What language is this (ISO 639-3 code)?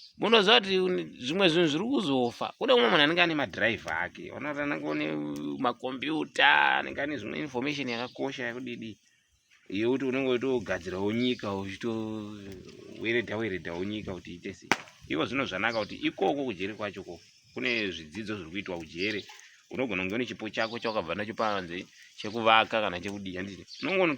sna